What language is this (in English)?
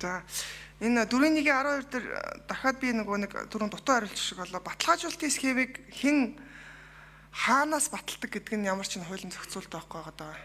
Mongolian